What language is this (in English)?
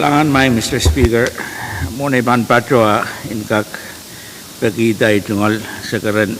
Pohnpeian